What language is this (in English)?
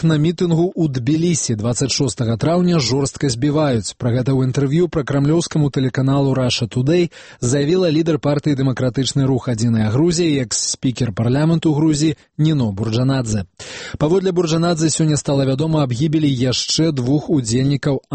Belarusian